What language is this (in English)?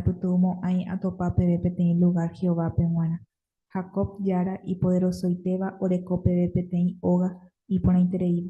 Guarani